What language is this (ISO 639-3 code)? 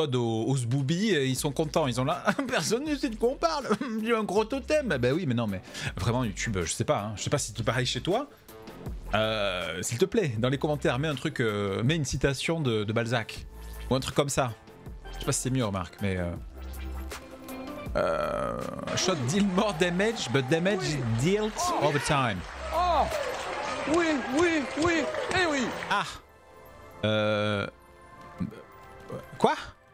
fra